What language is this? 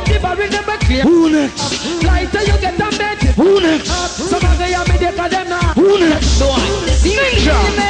Jamaican Creole English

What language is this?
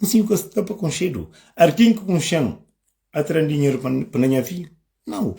Kabuverdianu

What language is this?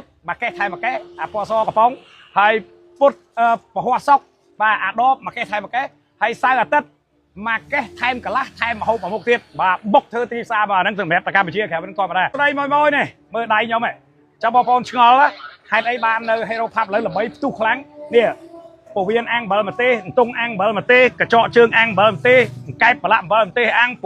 Khmer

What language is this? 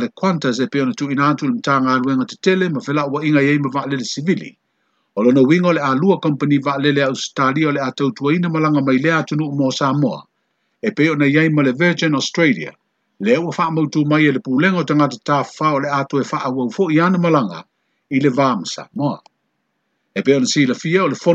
Samoan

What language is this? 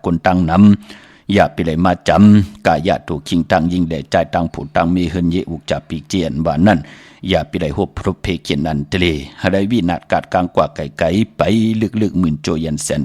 Shan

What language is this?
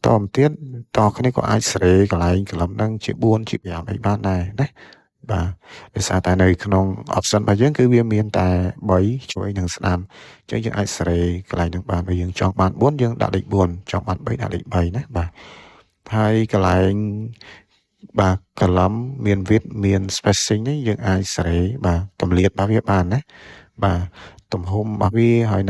Khmer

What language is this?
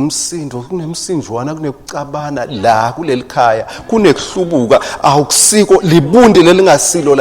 Swati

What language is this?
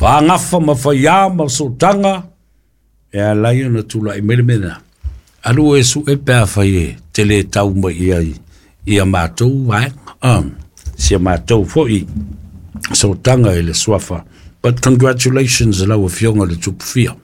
Samoan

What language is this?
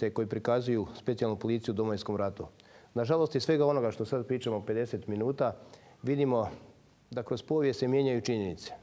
Croatian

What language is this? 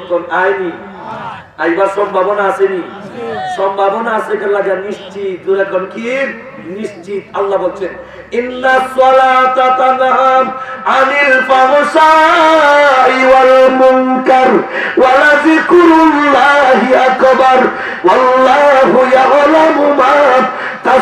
Sylheti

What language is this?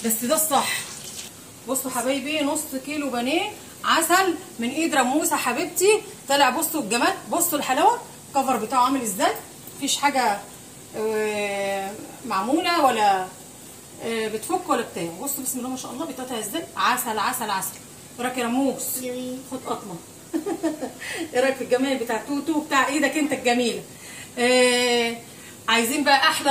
Egyptian Arabic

